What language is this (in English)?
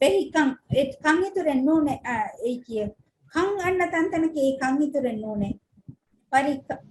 Divehi